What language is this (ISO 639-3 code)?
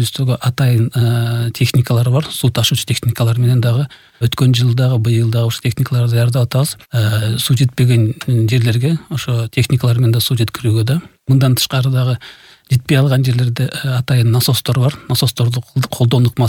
kir